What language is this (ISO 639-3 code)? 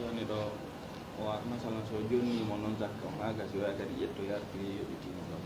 ful